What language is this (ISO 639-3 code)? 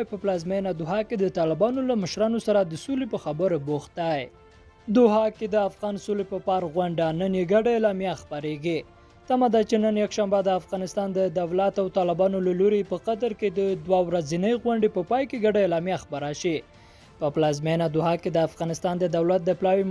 pus